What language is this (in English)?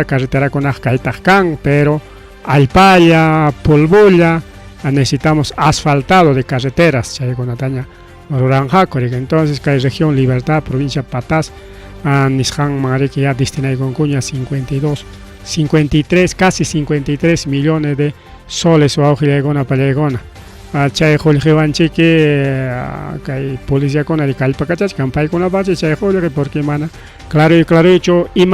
Ayacucho Quechua